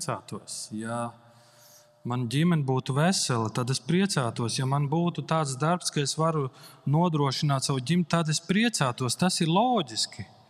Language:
Latvian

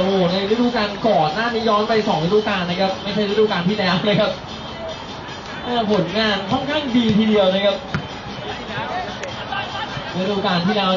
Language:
Thai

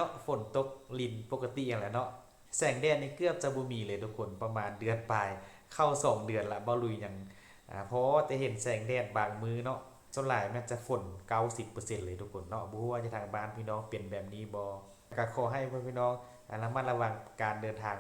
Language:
Northeastern Thai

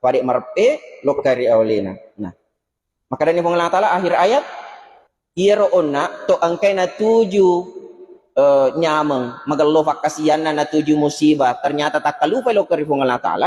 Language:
Buginese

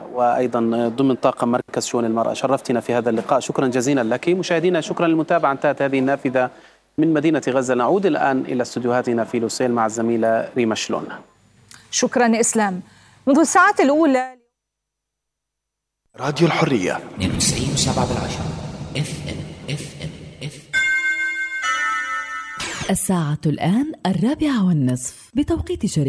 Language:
Arabic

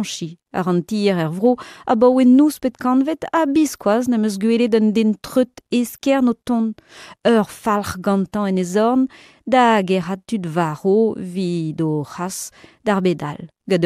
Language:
Breton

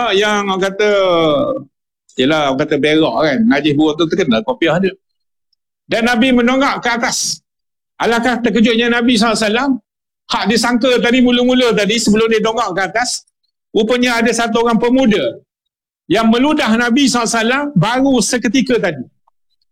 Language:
Malay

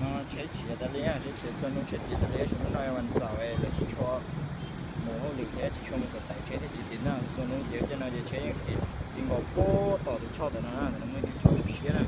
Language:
Hmong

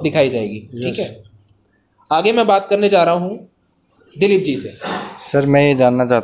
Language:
Hindi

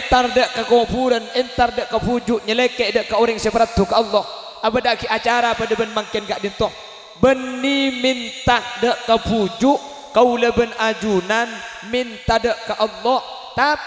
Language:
Madurese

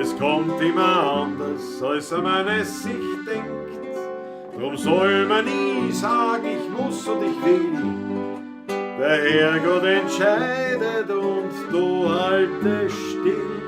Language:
Bavarian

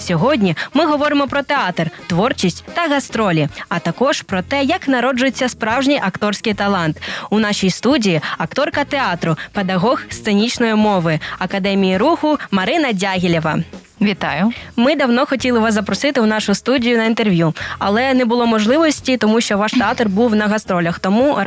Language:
Ukrainian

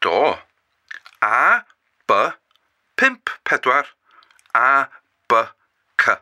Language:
Welsh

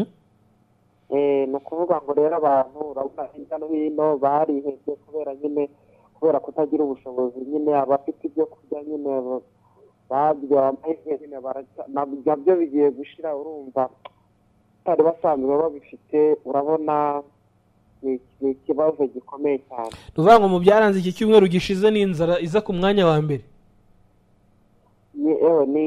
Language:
Kinyarwanda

